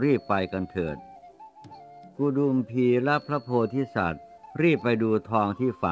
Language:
Thai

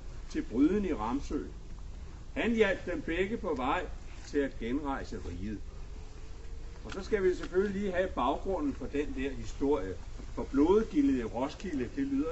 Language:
Danish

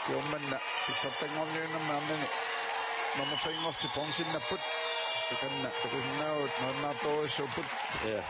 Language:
Kalaallisut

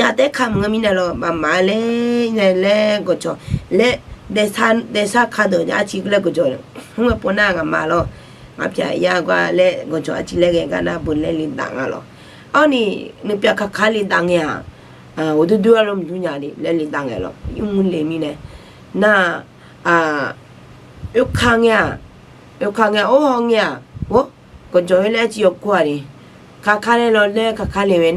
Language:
Akha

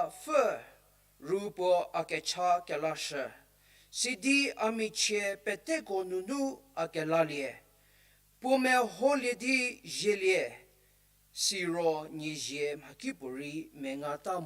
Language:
Angami Naga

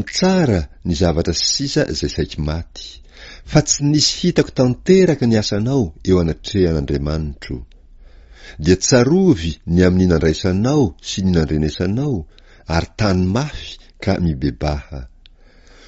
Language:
Malagasy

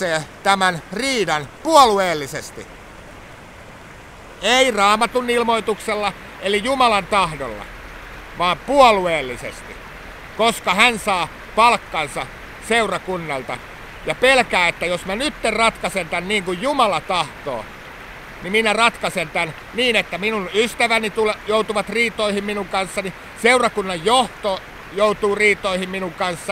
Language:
Finnish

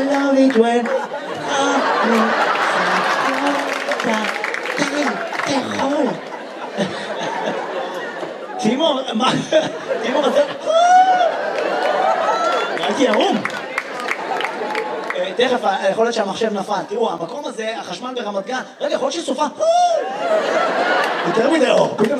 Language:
Hebrew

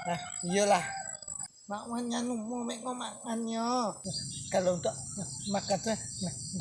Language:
Minangkabau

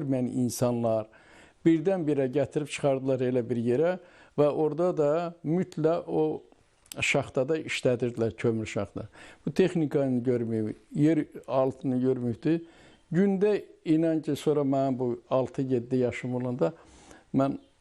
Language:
Azerbaijani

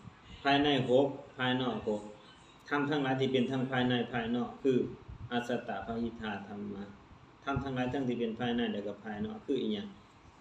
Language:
Lao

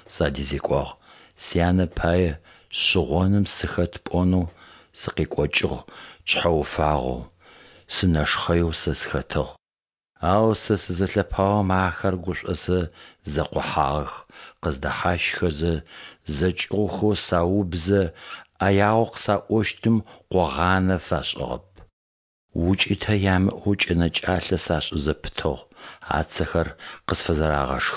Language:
Adyghe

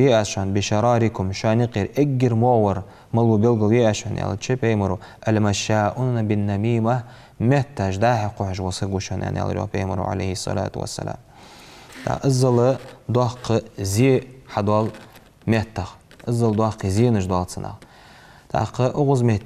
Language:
Ingush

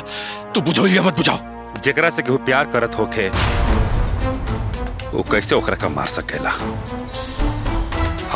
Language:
Bhojpuri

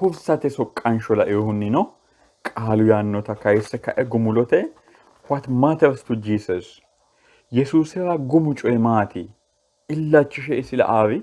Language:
Sidamo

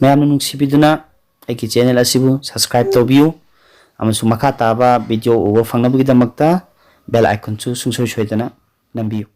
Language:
Manipuri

